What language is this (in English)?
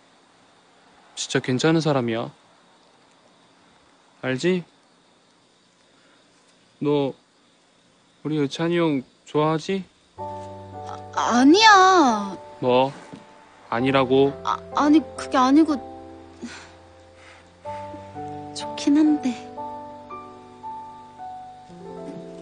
Korean